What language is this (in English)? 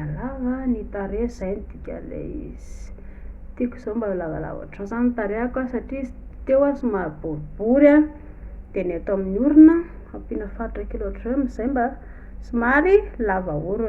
Malagasy